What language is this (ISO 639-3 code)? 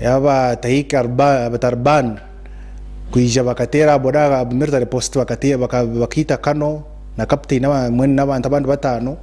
nyn